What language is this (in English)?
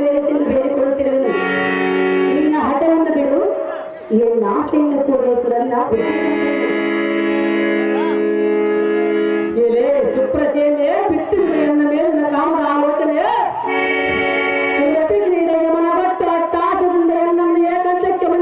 Kannada